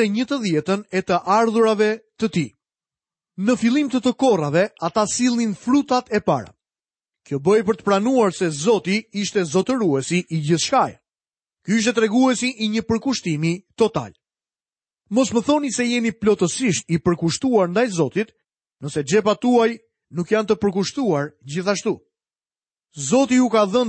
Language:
Albanian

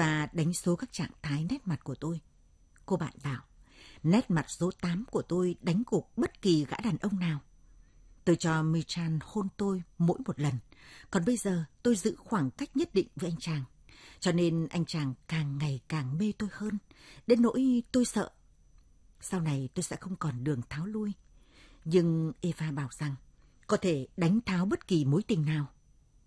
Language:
Vietnamese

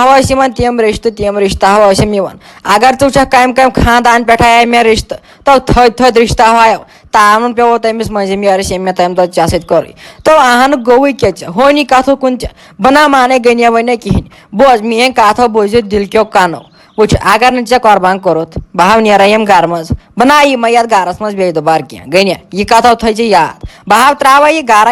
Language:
Kashmiri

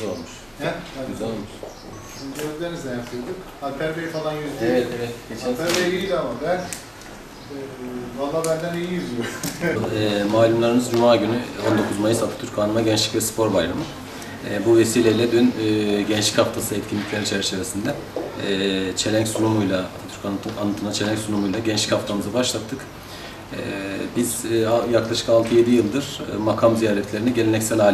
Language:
Turkish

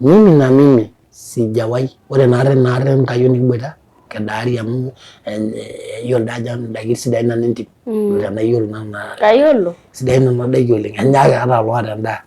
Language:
Masai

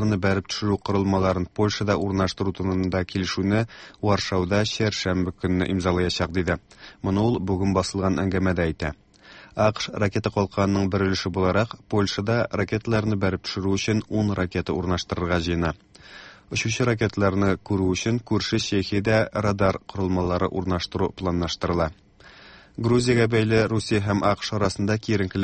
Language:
Tatar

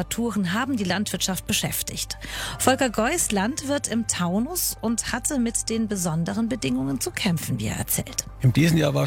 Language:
German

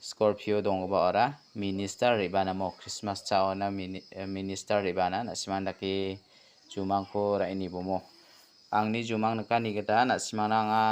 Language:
Garo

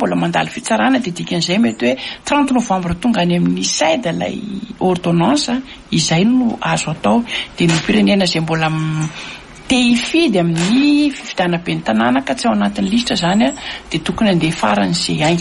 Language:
Malagasy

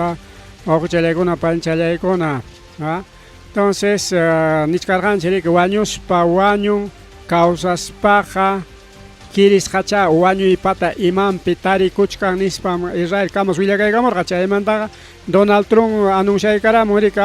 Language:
Ayacucho Quechua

